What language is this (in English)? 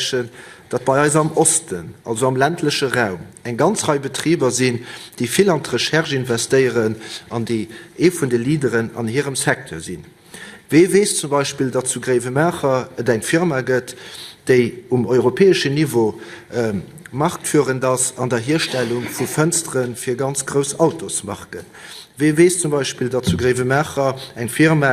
Luxembourgish